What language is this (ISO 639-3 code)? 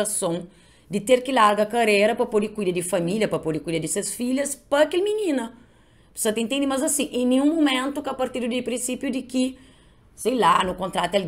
kea